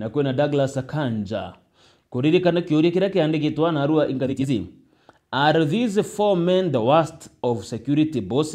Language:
Meru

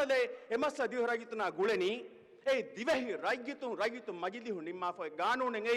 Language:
Divehi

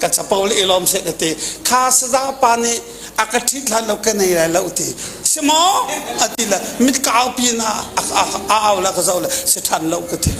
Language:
Hakha Chin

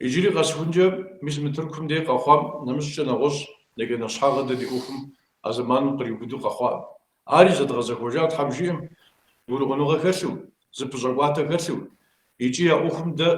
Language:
Kabardian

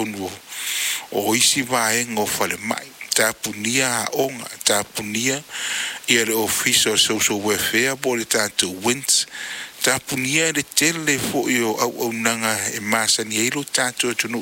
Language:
Samoan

